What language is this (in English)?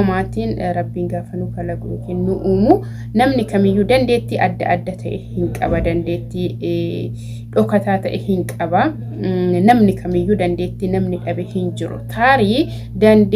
Oromo